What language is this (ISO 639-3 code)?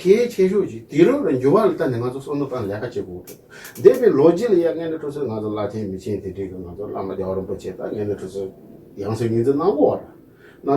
bod